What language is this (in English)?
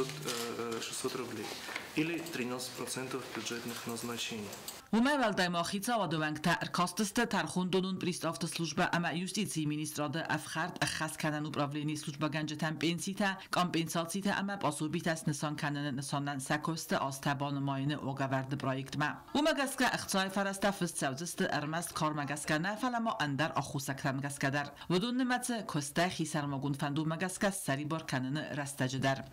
Ossetic